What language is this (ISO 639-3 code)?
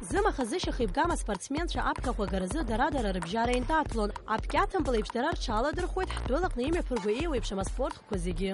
abk